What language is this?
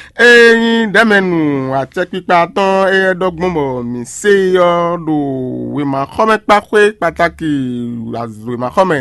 Fon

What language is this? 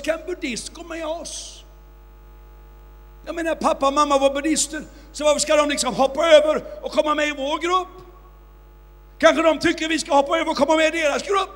Swedish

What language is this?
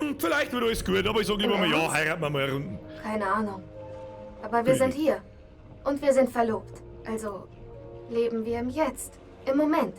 Bavarian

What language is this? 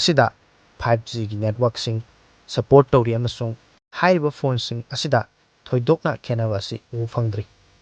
Manipuri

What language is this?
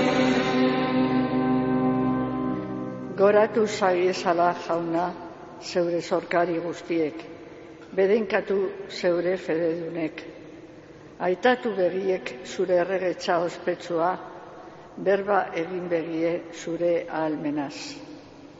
Basque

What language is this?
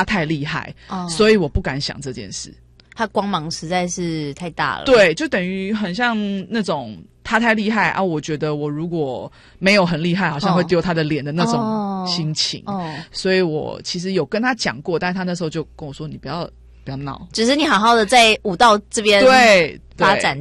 Chinese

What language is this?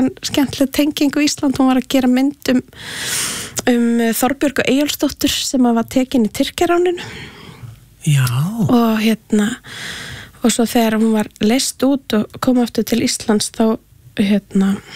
Icelandic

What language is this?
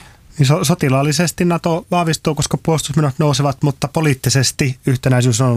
Finnish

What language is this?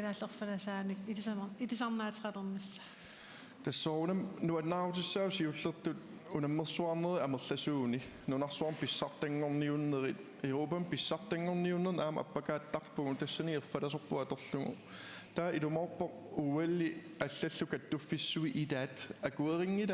Kalaallisut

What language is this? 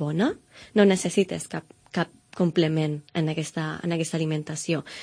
Catalan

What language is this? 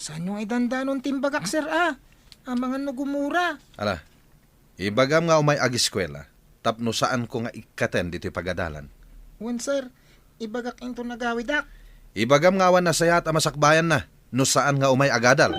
Iloko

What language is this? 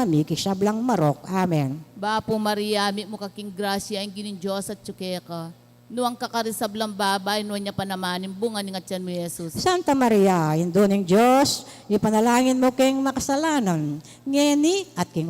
Pampanga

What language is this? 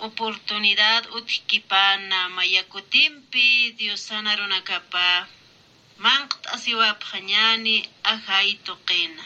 Aymara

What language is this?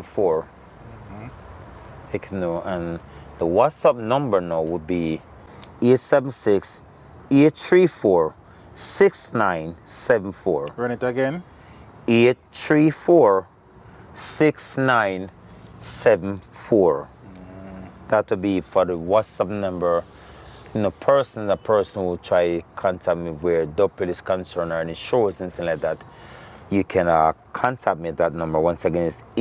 Jamaican Creole English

